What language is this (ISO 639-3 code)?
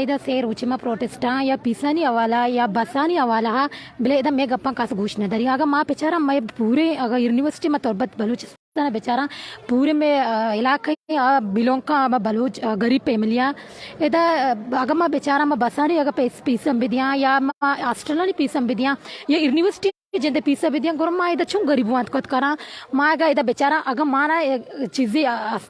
bal